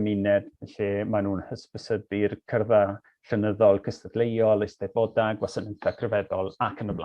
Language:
Welsh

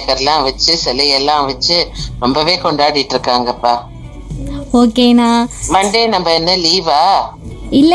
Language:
Tamil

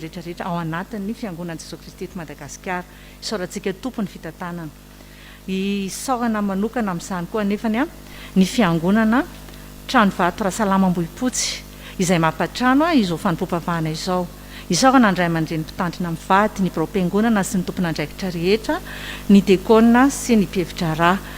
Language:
Malagasy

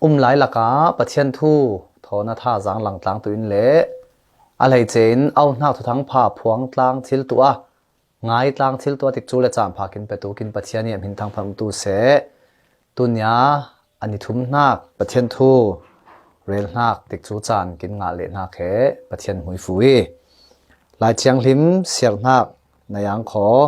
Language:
Falam Chin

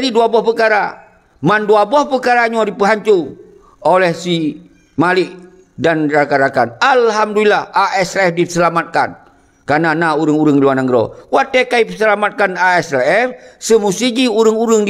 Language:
Achinese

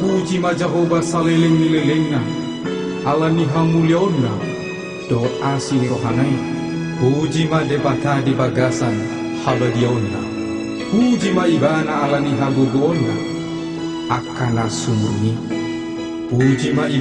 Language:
Batak Toba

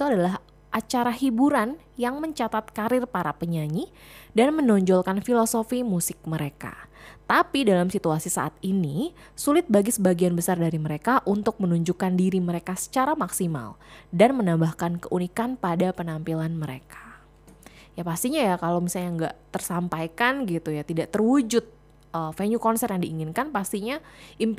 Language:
Indonesian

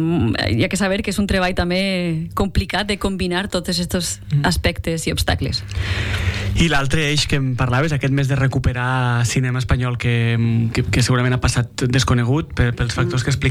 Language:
Catalan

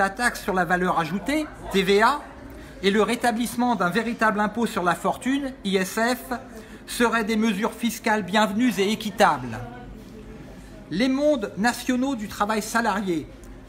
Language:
French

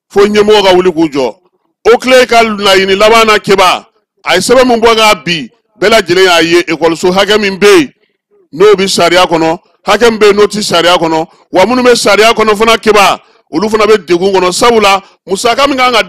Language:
Bambara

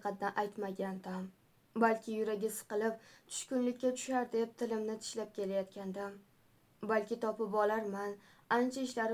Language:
Uzbek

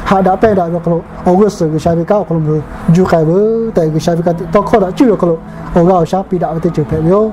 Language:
Lahu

